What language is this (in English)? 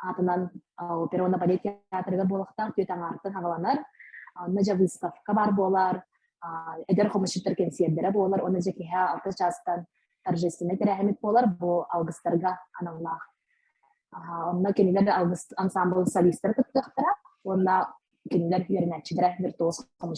Yakut